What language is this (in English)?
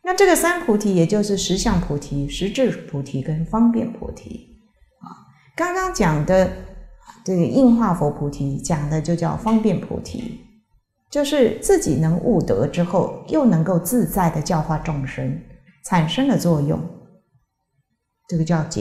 Chinese